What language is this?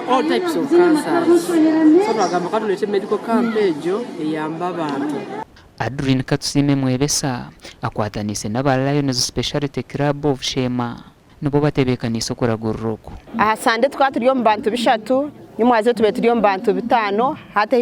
Nyankole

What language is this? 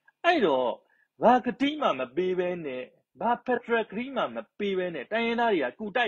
Burmese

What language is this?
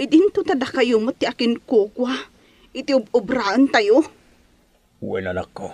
Iloko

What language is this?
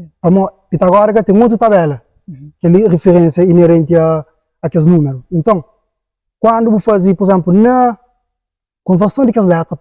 Kabuverdianu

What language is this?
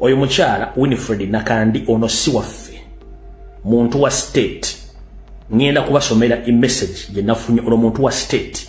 Ganda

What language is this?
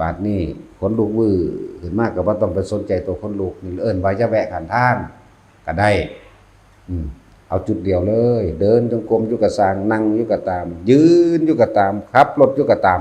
Northeastern Thai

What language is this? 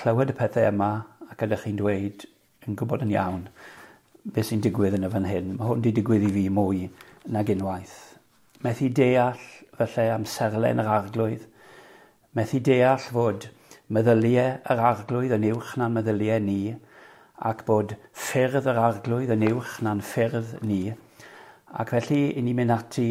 Welsh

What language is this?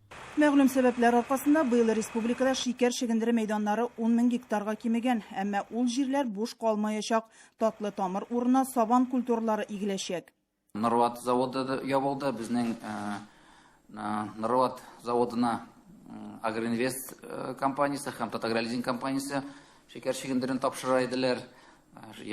Tatar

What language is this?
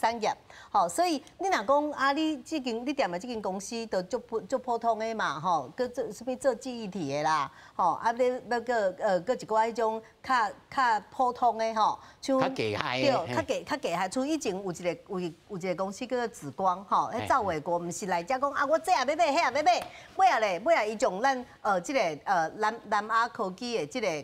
Min Nan Chinese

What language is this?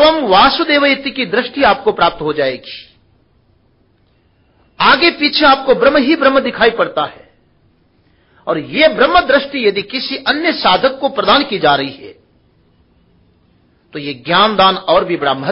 Hindi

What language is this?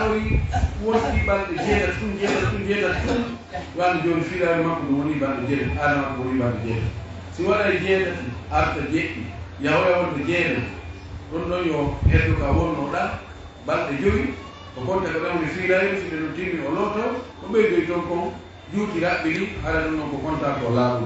Fula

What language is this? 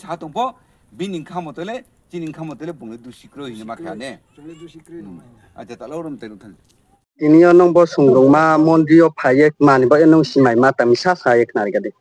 Riang (India)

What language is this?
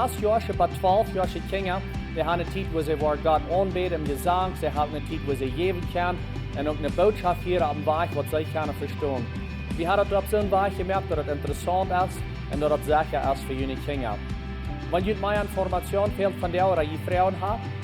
Plautdietsch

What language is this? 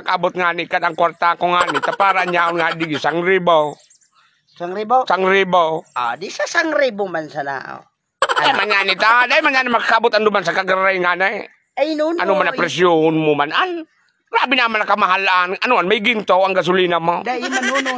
Bikol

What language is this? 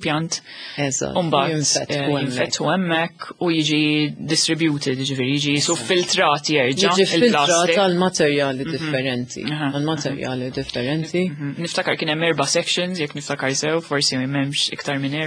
Maltese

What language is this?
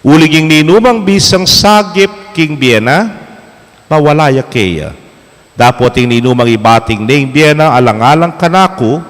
Pampanga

